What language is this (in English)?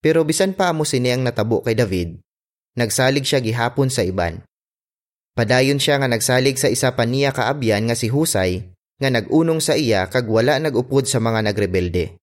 Hiligaynon